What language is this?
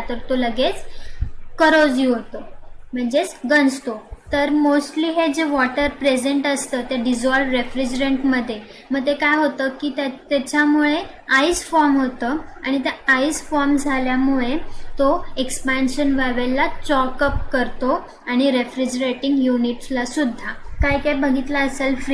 Marathi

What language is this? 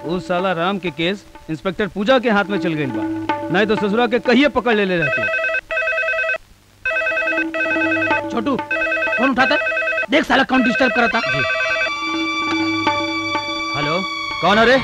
Bhojpuri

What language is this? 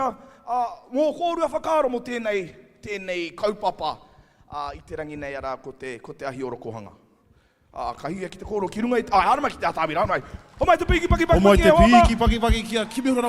Māori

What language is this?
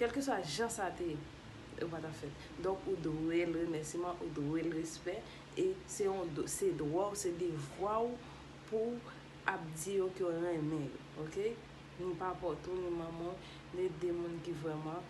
Haitian Creole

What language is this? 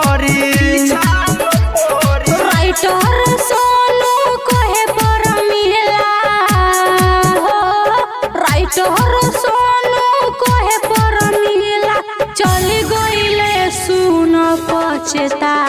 Bhojpuri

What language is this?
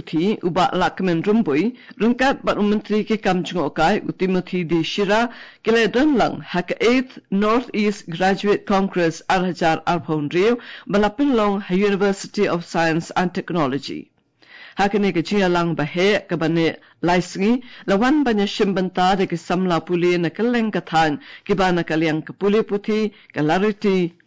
Khasi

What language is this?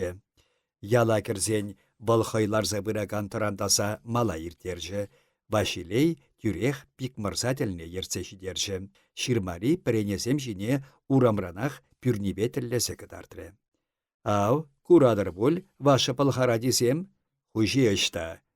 Chuvash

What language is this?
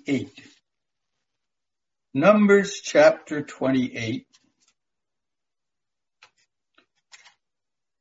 English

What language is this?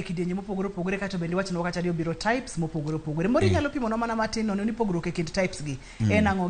Luo (Kenya and Tanzania)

